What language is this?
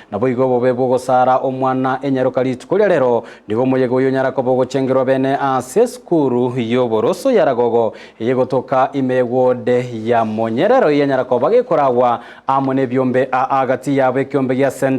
Gusii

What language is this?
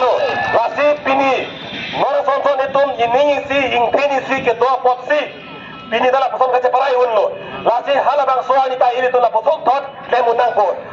Karbi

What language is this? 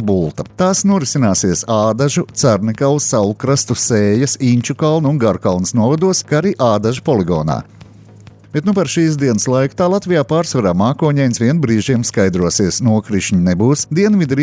Latvian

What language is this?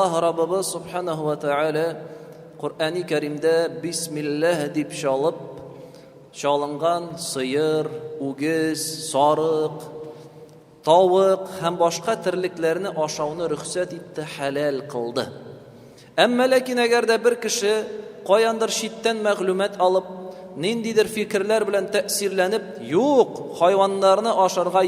Tatar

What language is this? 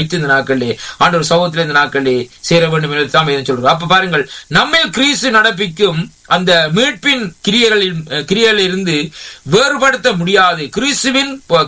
Tamil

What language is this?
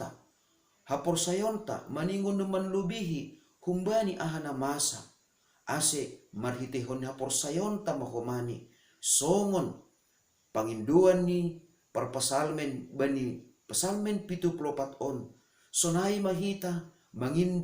Batak Simalungun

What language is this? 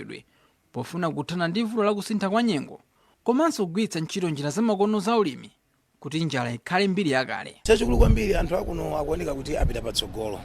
Nyanja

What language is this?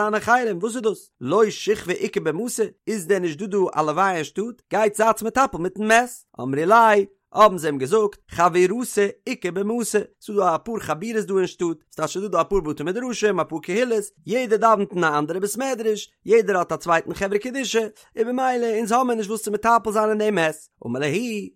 Yiddish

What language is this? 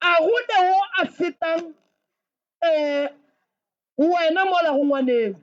Northern Sotho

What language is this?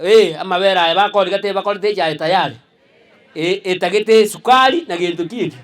Gusii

